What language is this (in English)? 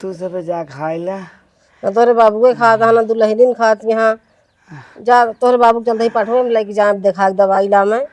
Awadhi